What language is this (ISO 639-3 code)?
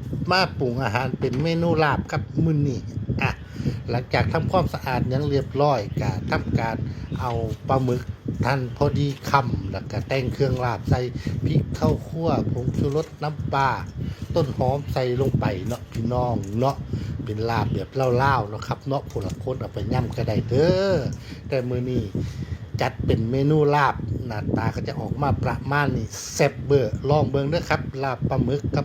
tts